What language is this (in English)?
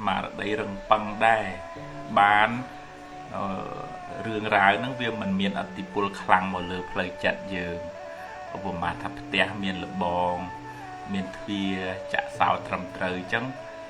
Khmer